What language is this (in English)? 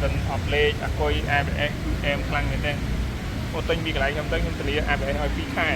Khmer